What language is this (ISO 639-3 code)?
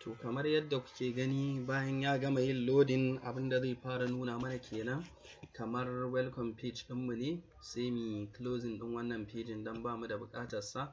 hau